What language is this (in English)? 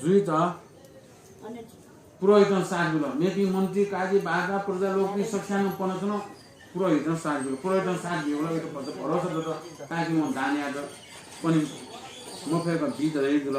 Newari